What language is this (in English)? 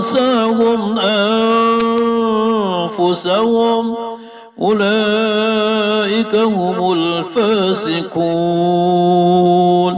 Maranao